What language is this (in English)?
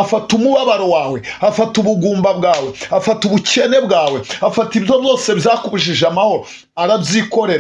Kinyarwanda